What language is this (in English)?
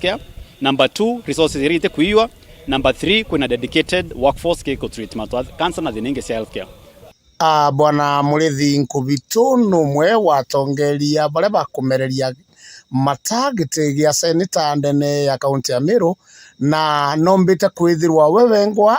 Meru